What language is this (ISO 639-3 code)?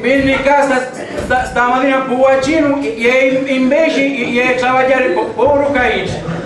scn